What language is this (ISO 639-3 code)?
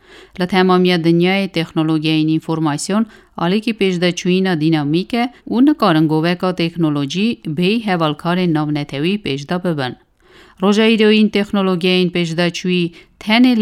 kur